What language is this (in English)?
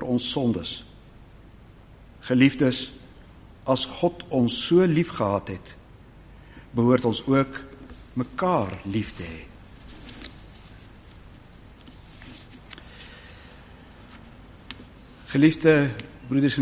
Afrikaans